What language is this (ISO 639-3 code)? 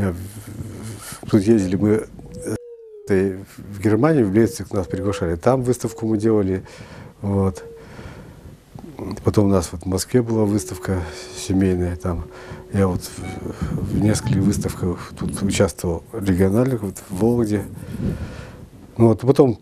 rus